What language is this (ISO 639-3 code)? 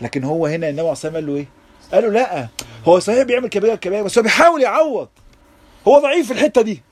arz